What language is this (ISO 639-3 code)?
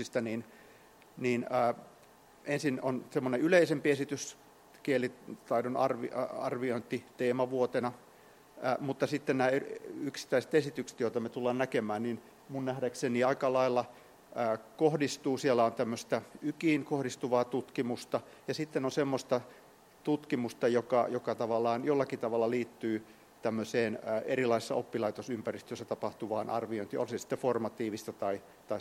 fin